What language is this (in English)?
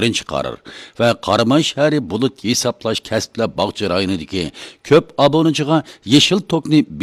Uyghur